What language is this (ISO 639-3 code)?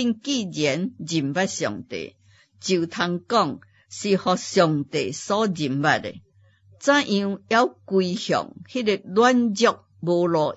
nan